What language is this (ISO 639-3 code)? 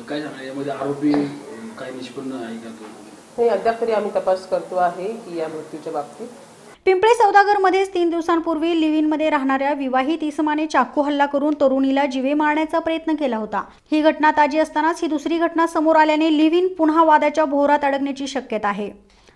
mar